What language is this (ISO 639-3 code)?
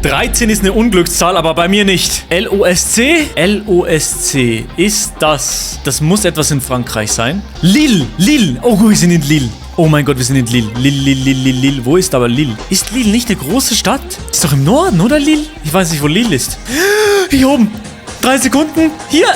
gsw